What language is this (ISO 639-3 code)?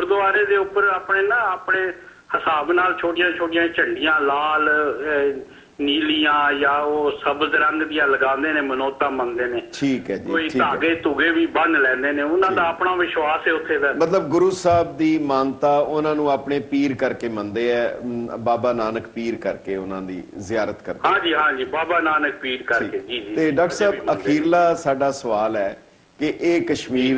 pan